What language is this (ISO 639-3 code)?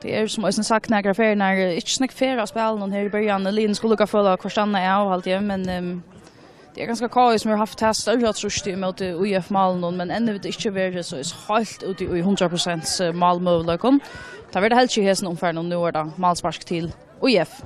fao